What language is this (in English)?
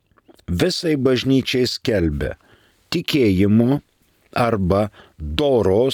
Lithuanian